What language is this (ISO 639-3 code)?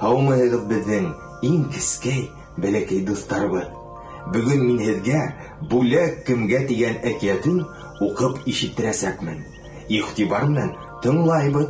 bak